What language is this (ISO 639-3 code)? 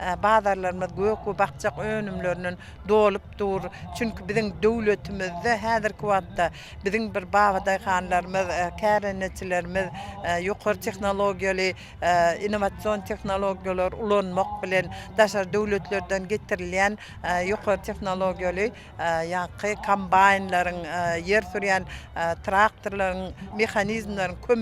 tuk